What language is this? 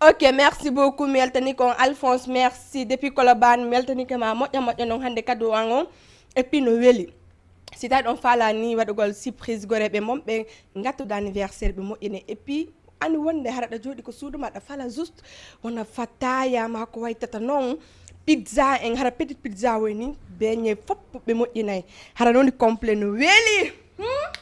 Fula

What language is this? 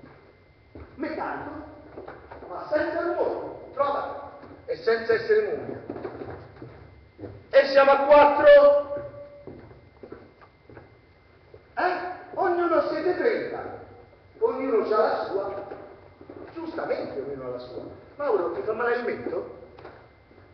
Italian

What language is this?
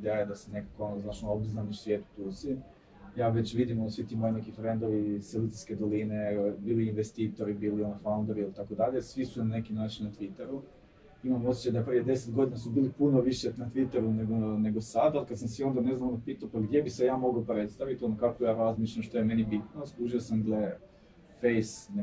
Croatian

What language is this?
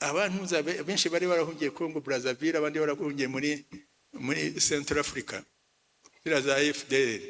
Kinyarwanda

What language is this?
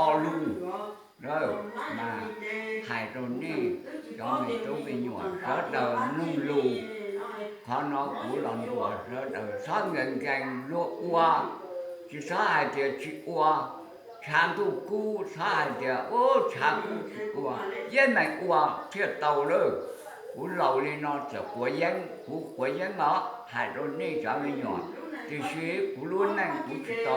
Hmong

